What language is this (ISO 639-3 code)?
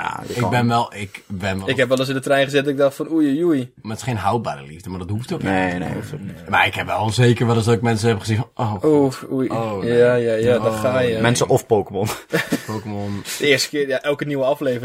nld